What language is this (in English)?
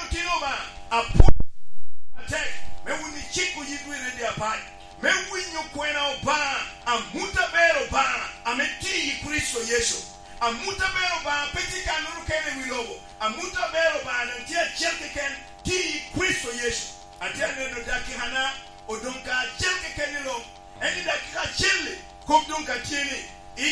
Lango (Uganda)